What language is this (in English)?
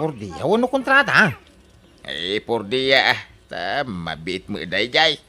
Iloko